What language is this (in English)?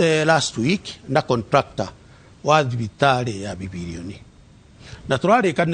Kikuyu